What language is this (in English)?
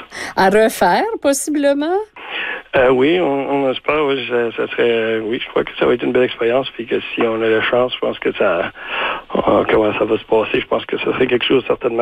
French